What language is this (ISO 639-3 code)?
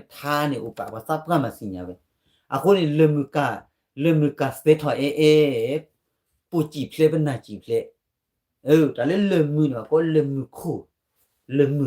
ksw